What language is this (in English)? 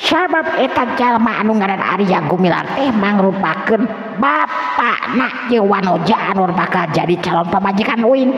Sundanese